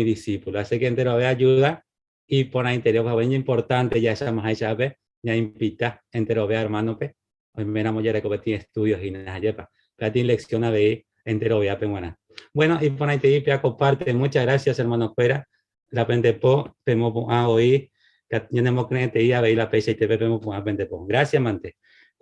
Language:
Guarani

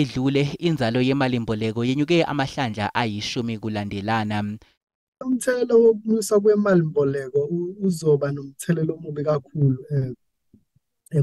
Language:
Zulu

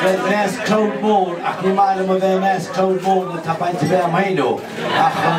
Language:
Irish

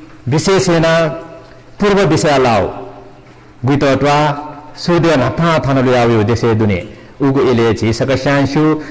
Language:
Newari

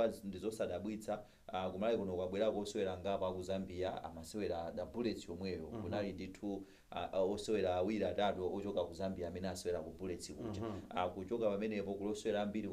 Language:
Nyanja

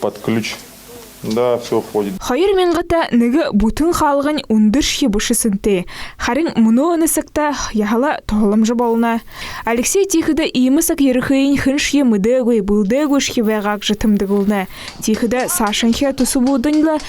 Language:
Buriat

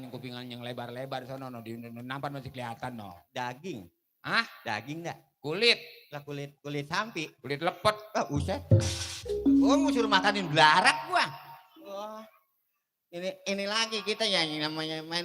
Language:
Betawi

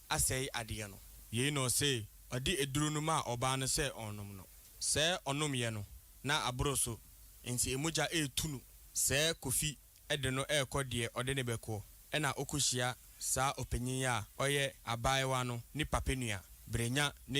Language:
Akan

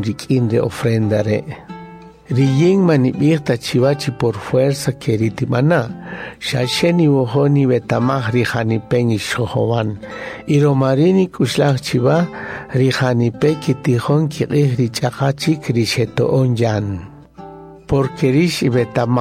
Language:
Kaqchikel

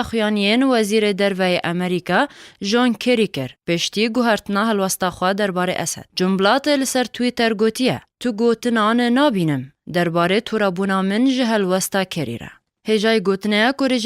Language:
Kurdish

